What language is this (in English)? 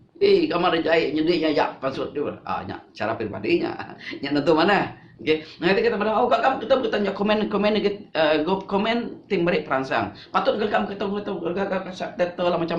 Iban